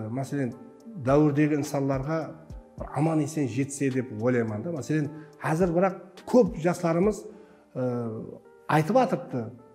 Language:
Kara-Kalpak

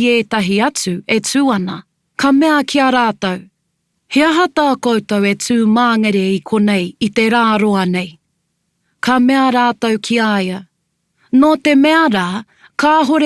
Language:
Māori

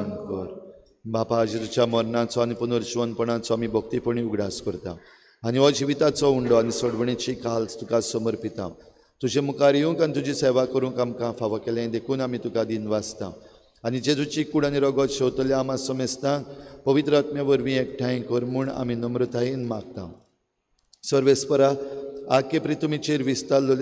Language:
Konkani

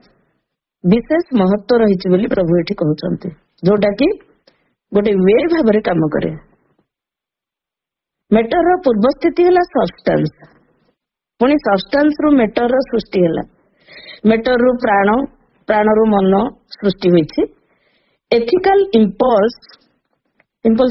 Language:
Odia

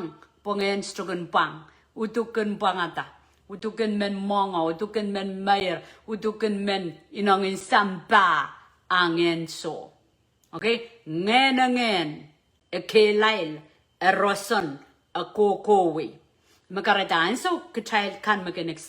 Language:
Pohnpeian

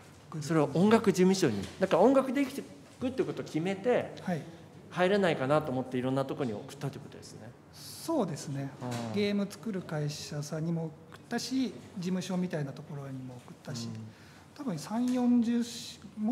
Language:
Japanese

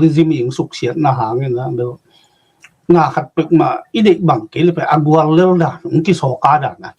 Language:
Tedim Chin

